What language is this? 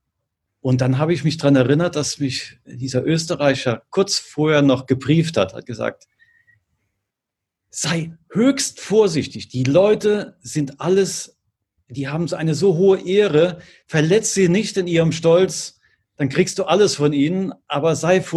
German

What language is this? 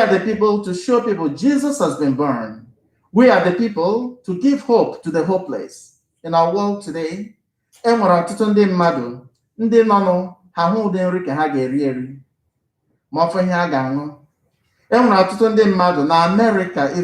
Igbo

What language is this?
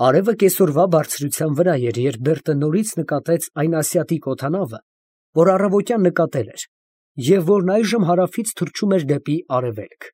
Armenian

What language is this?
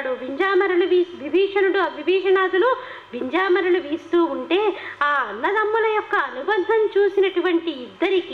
Telugu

